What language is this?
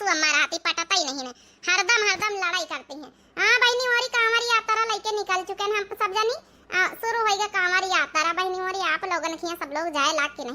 Awadhi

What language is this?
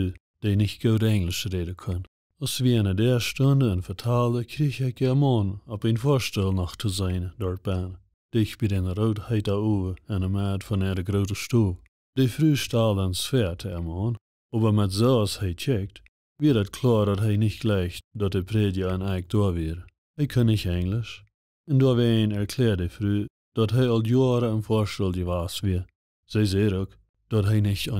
Plautdietsch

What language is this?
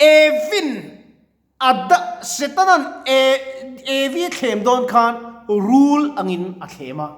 Mizo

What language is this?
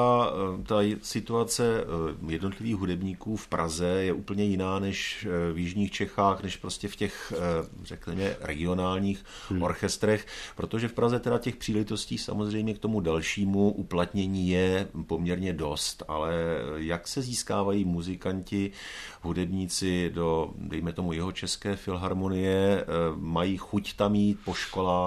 Czech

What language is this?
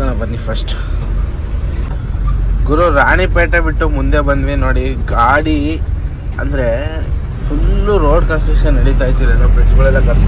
Kannada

